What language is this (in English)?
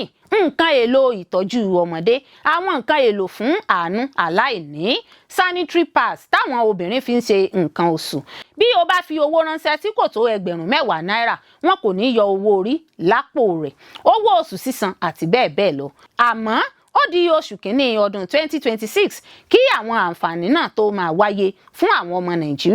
Yoruba